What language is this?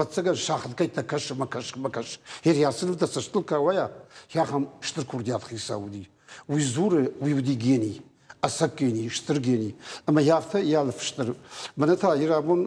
Ossetic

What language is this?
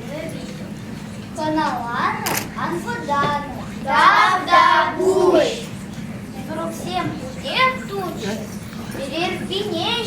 Chuvash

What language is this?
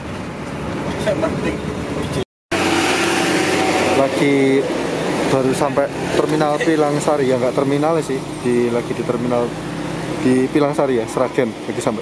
Indonesian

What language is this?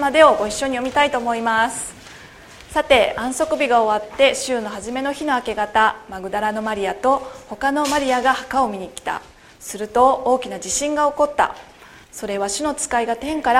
Japanese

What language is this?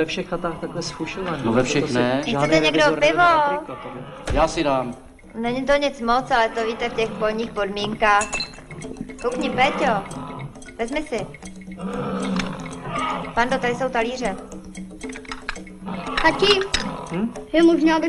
Czech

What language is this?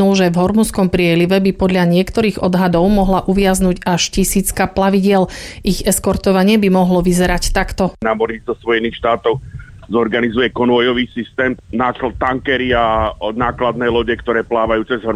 Slovak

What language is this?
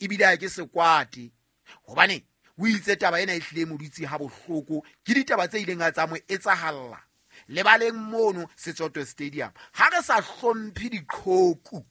Southern Sotho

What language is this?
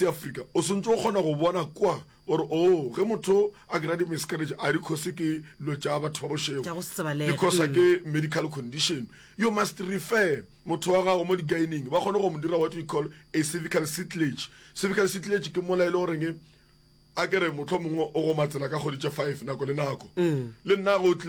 Northern Sotho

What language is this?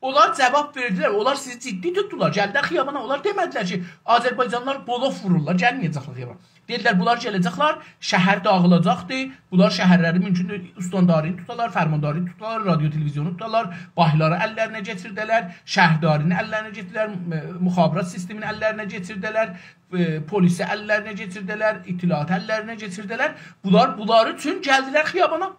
South Azerbaijani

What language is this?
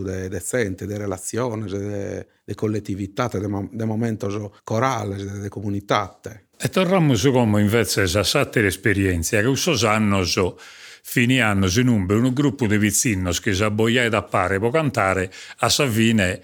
Sardinian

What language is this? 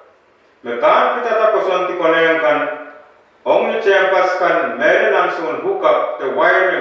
Pohnpeian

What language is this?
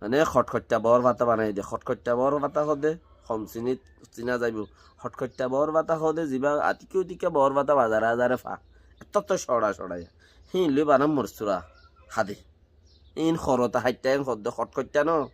Rohingya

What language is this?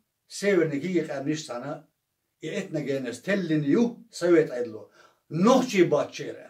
Chechen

